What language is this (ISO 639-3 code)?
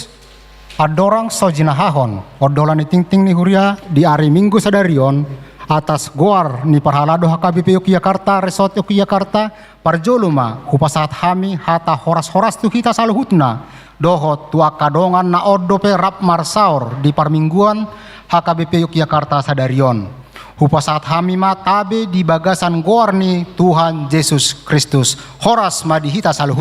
bbc